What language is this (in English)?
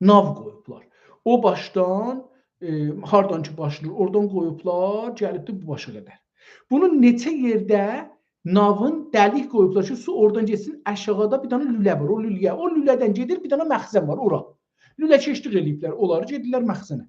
South Azerbaijani